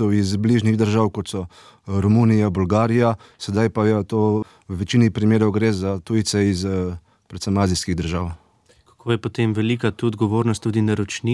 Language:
Slovenian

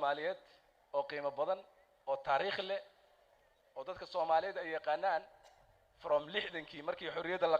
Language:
Somali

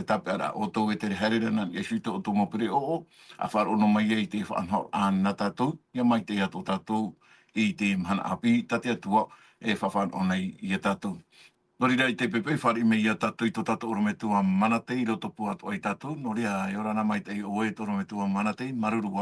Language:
Tahitian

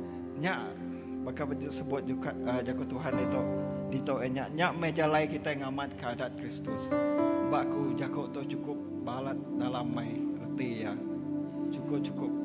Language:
Iban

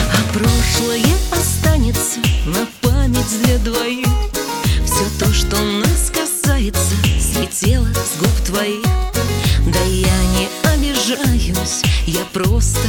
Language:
Russian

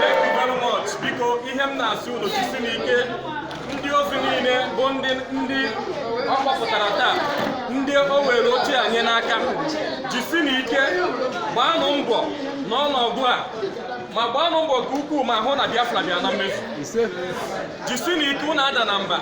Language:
Igbo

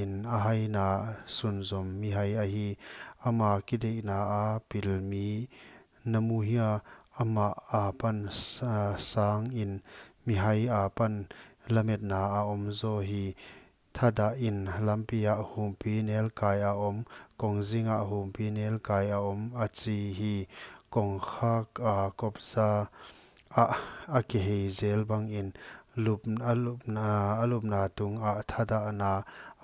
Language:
Paite Chin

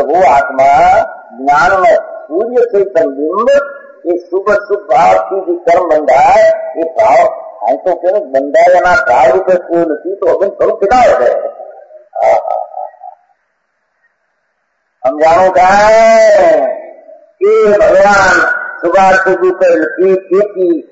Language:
Gujarati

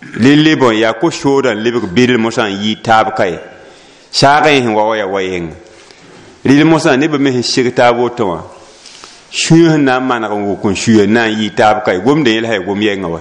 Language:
Mossi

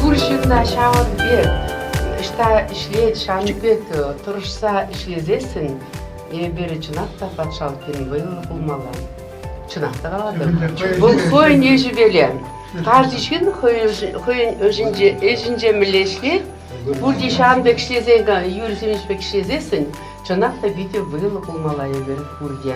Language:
Chuvash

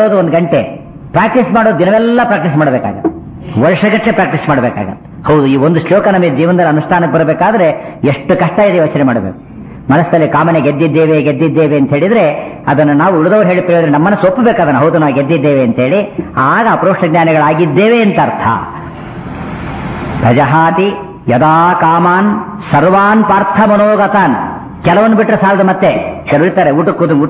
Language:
Kannada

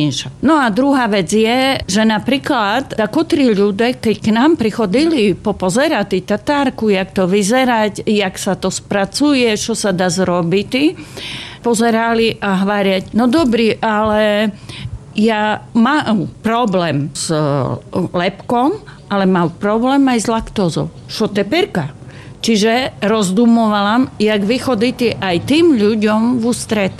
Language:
Slovak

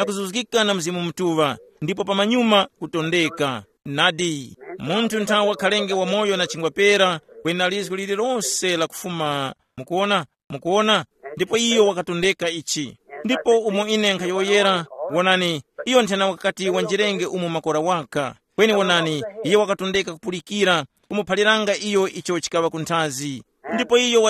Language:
Tumbuka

